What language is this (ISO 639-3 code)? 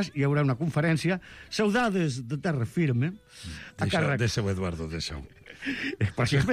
cat